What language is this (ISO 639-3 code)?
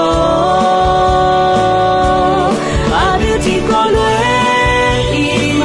ahk